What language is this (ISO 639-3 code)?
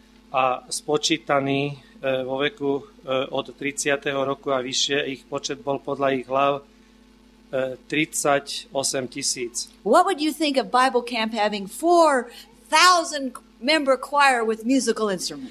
slk